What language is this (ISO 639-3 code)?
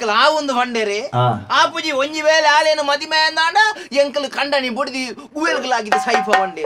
tcy